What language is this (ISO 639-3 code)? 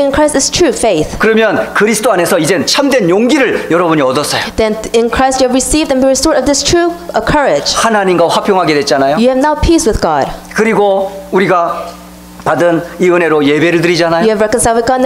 kor